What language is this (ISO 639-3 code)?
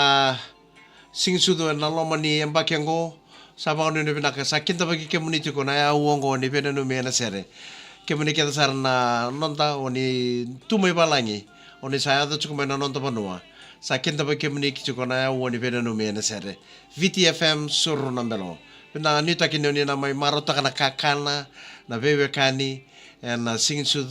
fij